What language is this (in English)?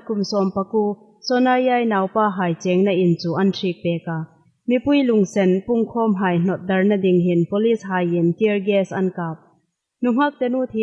Hmar